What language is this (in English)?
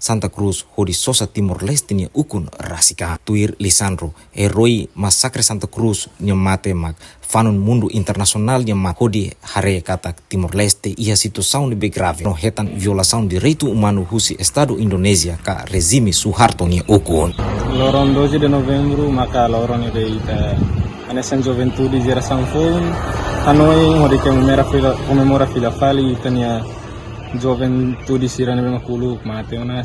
Tetum